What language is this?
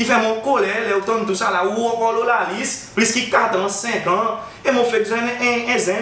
Seselwa Creole French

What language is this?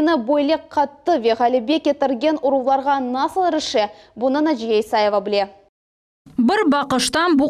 Crimean Tatar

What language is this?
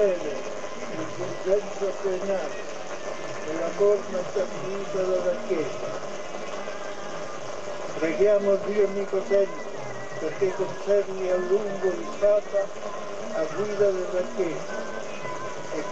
Italian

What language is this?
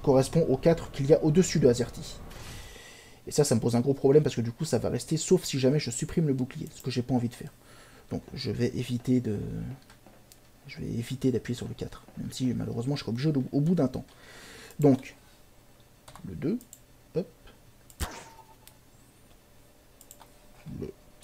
French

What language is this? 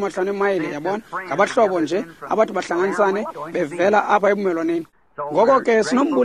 Xhosa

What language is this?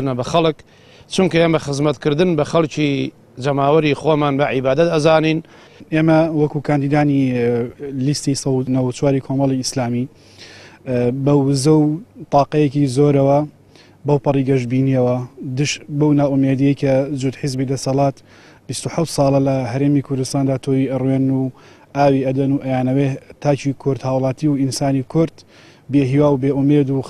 Central Kurdish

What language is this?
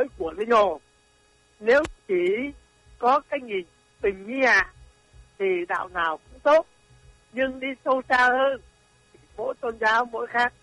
Vietnamese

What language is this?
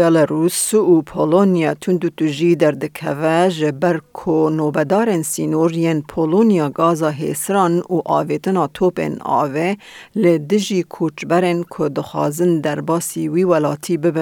Kurdish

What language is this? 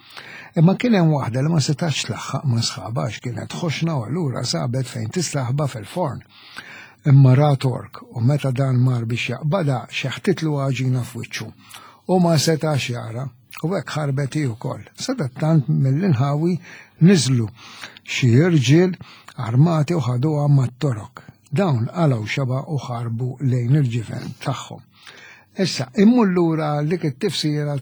Maltese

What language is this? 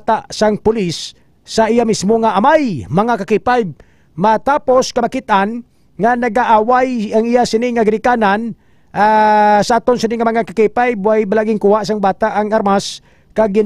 Hiligaynon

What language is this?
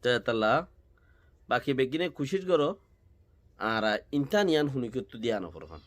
Rohingya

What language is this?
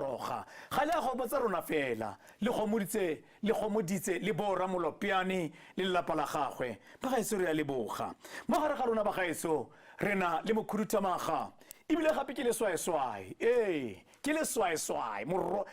Tswana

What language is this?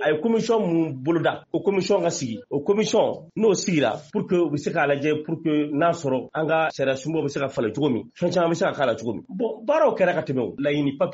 Bambara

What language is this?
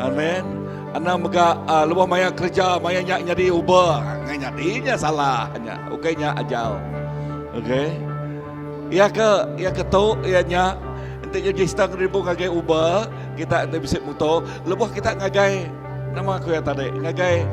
Iban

